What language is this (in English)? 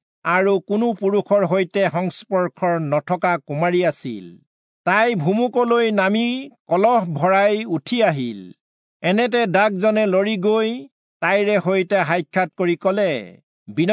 Assamese